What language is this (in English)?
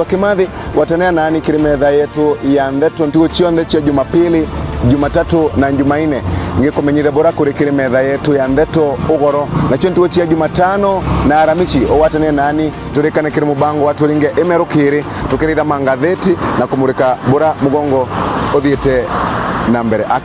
Meru